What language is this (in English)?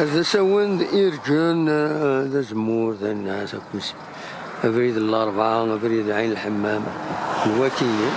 Kabyle